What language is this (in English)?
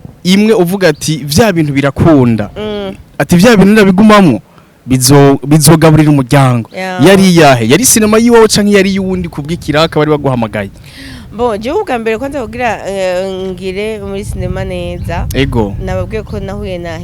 Rundi